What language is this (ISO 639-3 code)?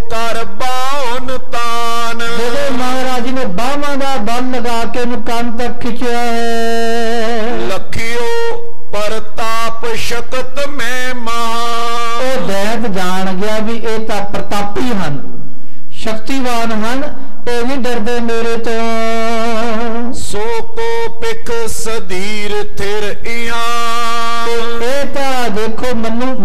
pan